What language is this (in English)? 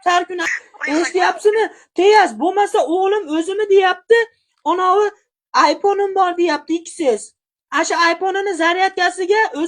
Uzbek